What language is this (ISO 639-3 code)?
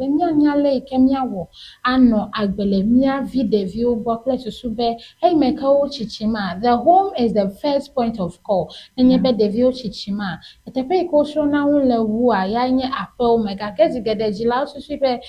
ewe